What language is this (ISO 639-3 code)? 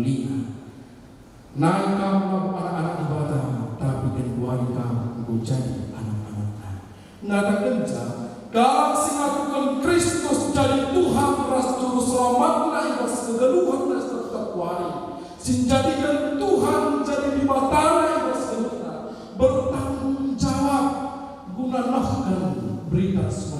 btx